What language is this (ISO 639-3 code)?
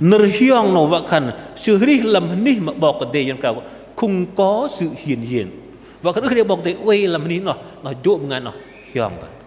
bdq